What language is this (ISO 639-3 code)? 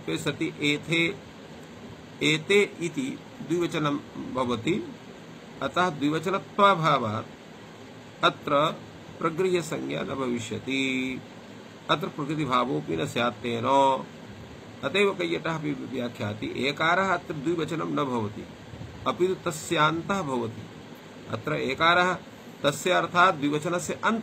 san